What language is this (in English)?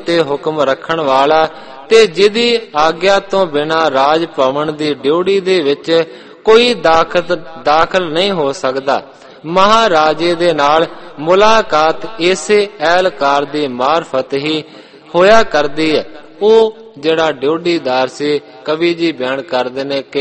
Punjabi